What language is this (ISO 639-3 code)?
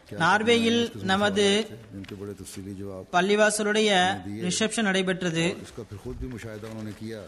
tam